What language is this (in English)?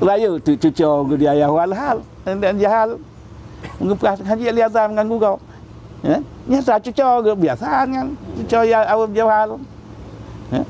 Achinese